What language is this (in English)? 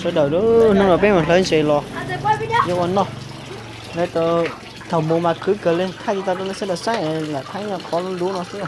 Hmong